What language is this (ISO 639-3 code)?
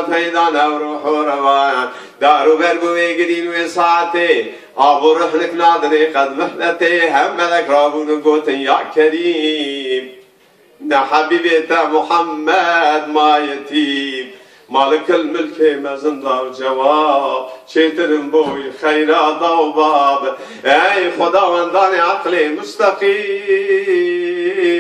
kur